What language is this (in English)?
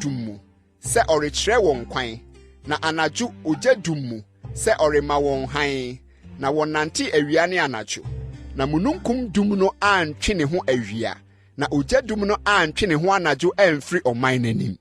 Akan